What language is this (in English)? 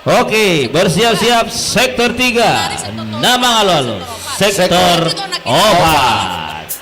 Batak Simalungun